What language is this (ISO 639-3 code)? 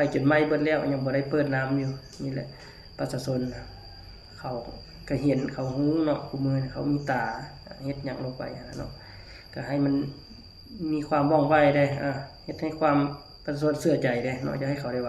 lao